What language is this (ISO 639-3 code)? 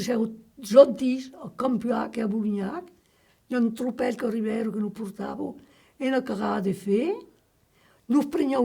oci